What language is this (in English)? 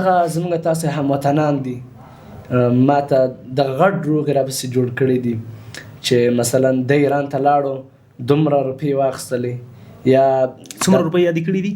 Pashto